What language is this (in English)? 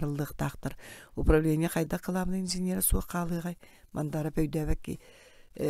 Yakut